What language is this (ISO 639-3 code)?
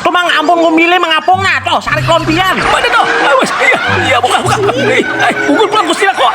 bjn